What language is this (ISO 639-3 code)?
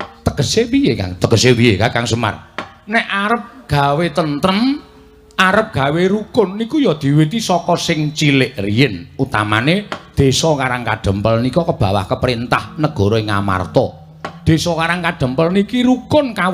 jav